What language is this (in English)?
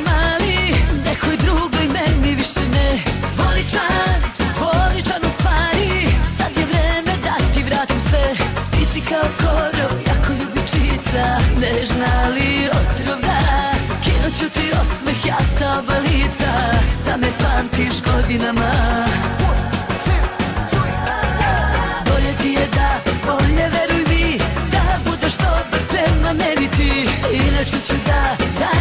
Serbian